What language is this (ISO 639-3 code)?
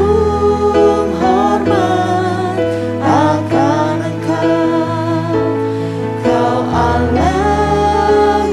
ind